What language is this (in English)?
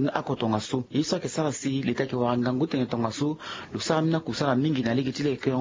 Sango